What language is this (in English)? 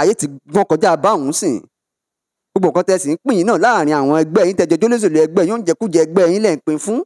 Yoruba